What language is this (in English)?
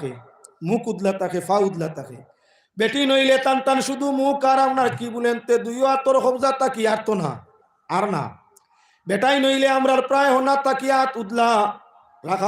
Sylheti